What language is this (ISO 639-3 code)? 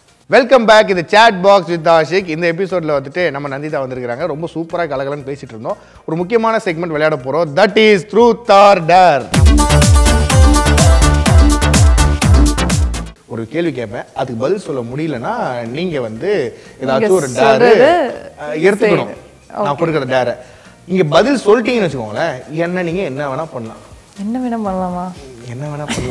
tam